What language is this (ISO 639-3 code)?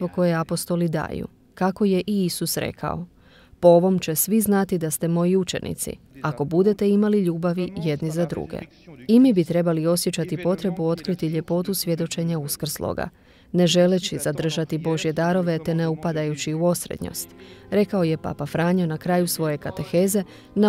hrv